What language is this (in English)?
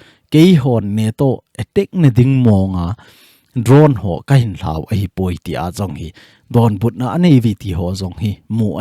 Thado Chin